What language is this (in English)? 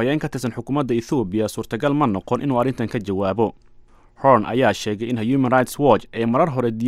Somali